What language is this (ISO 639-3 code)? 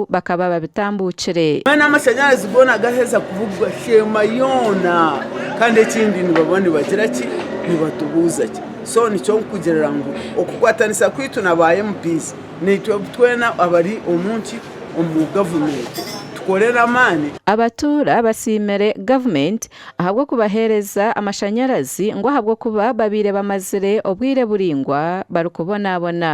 nyn